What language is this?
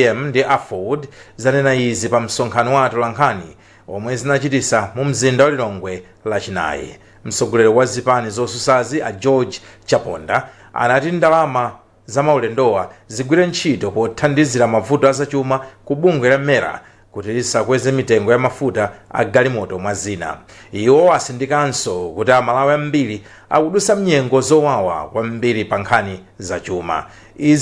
Nyanja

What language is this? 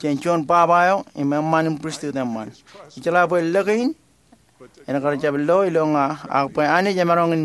Marshallese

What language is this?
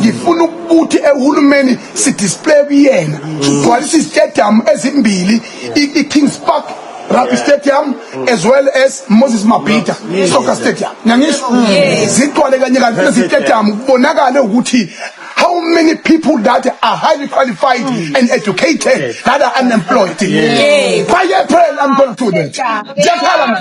Zulu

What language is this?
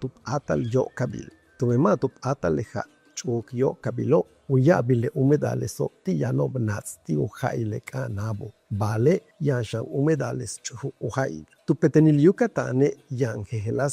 Yucateco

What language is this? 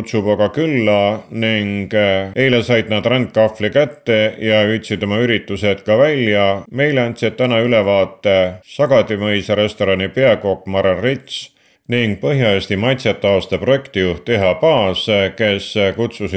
Estonian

